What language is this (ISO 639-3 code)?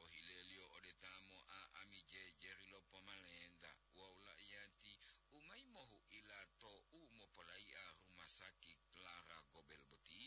gor